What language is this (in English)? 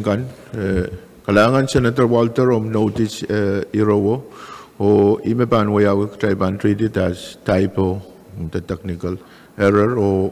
Pohnpeian